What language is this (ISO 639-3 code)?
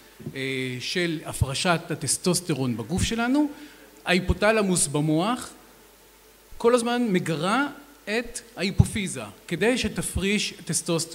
heb